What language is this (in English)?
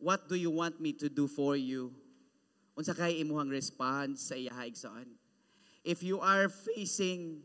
Cebuano